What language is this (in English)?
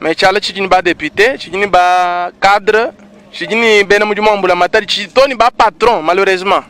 Luba-Lulua